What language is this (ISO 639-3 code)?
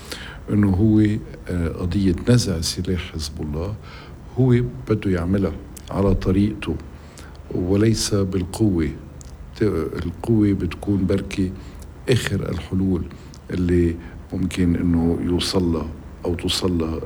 apc